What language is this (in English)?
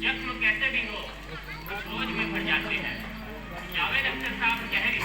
Chhattisgarhi